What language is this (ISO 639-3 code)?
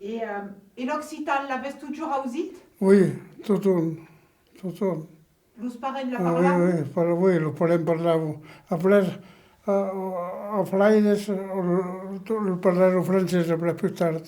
oci